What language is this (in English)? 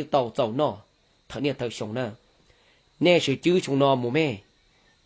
Hmong